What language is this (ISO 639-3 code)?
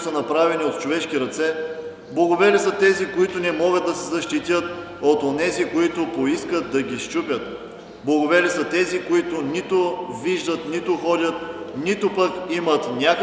bul